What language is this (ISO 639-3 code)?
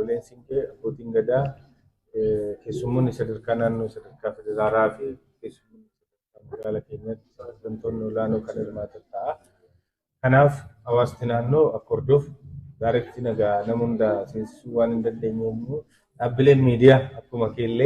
orm